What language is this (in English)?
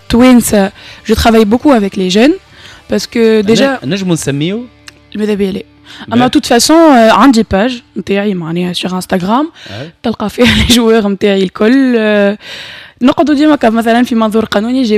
Tunisian Arabic